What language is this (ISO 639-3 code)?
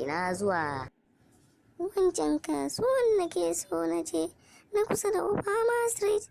hau